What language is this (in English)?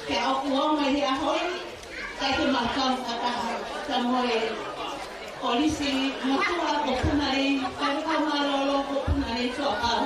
Tongan